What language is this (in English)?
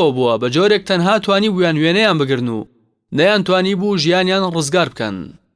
Central Kurdish